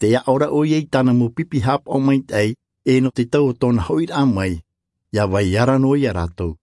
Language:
Tahitian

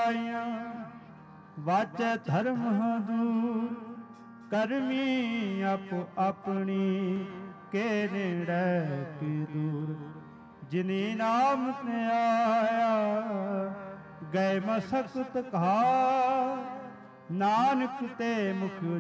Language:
Punjabi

